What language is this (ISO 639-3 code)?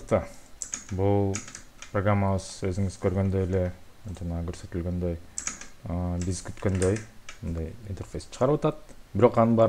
kir